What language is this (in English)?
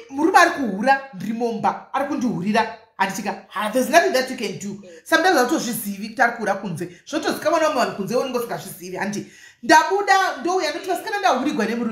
Shona